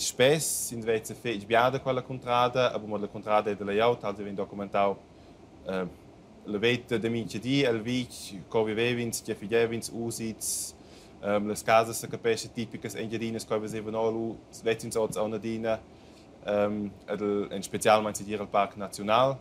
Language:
Romansh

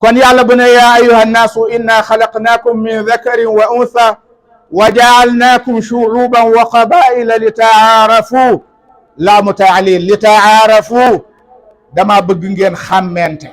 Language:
Wolof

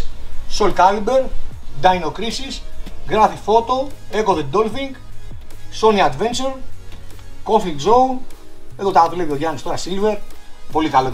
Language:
Greek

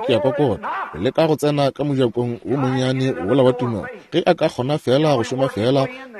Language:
Northern Sotho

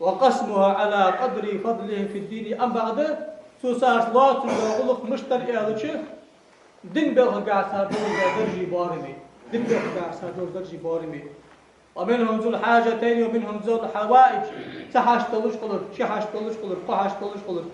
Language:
Ingush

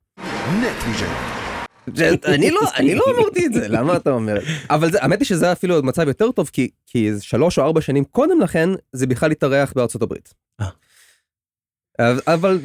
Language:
Hebrew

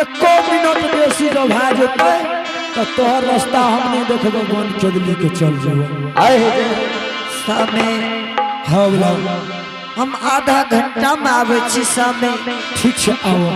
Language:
Angika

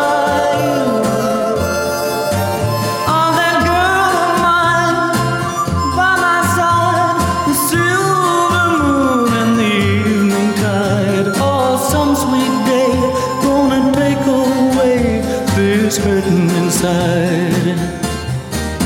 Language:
English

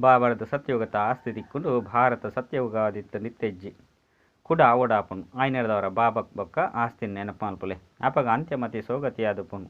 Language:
Tulu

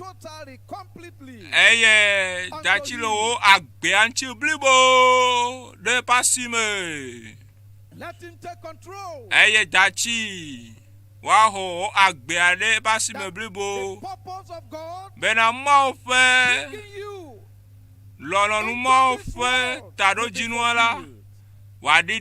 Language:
Ewe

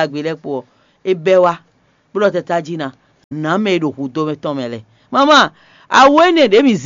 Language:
Fon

